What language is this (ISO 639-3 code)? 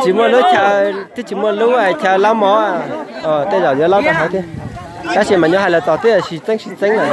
hmn